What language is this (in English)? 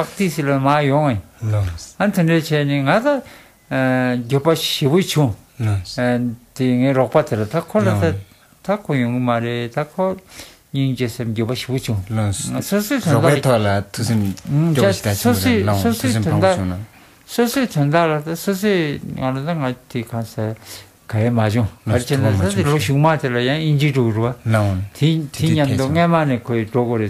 Tibetan